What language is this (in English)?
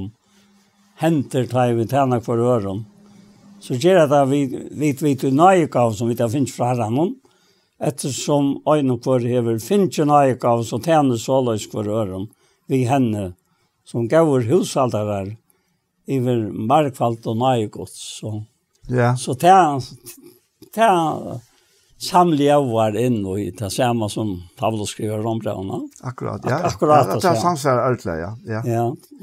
Faroese